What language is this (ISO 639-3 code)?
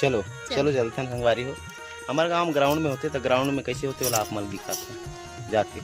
hne